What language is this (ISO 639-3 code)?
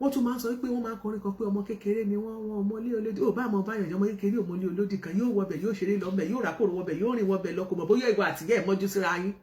yor